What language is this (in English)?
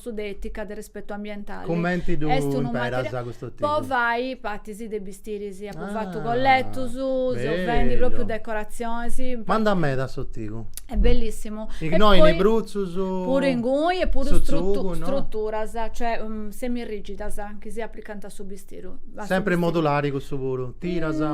Sardinian